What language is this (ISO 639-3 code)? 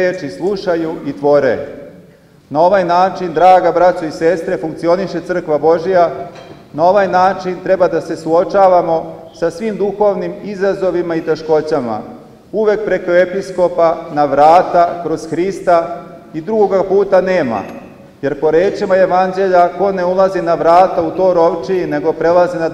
srp